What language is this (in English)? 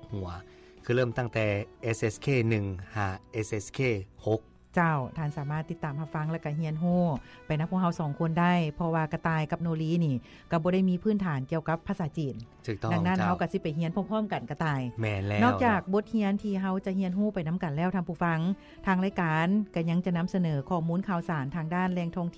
Lao